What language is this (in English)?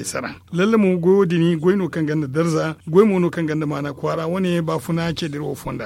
Zarma